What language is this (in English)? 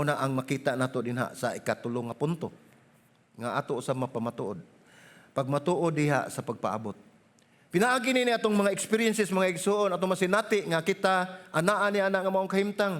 Cebuano